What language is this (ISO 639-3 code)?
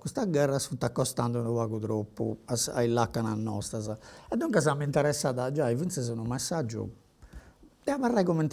srd